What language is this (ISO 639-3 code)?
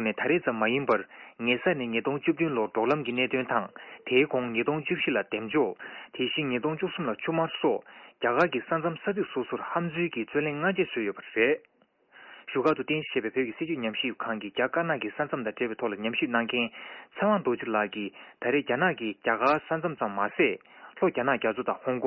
bod